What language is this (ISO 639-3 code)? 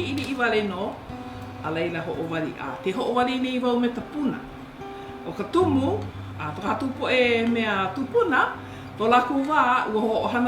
haw